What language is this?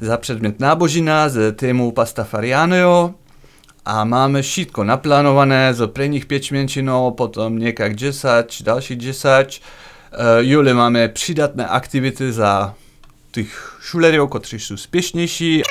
Upper Sorbian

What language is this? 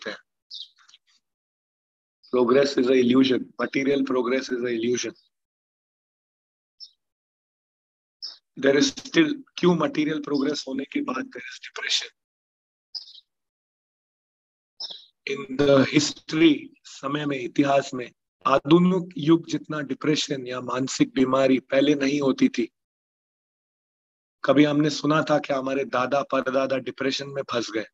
Hindi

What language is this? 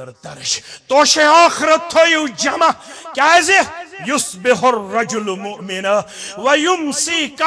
Kashmiri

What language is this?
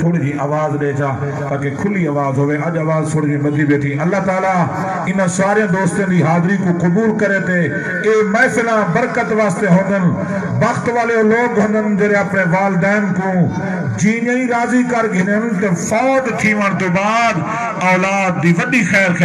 Saraiki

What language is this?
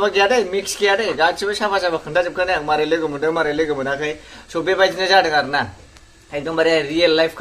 Bodo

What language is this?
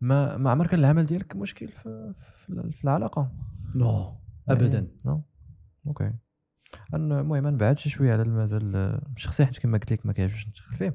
Moroccan Arabic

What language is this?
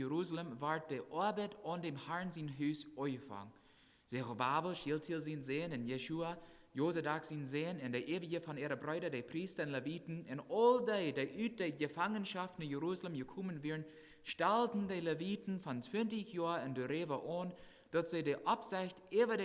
Plautdietsch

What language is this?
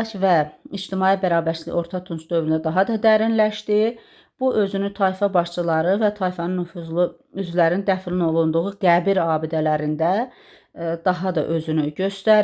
Azerbaijani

